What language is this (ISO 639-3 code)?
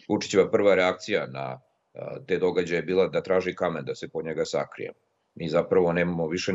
srp